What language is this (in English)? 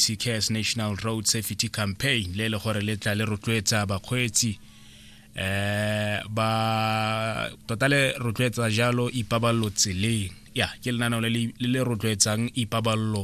Tswana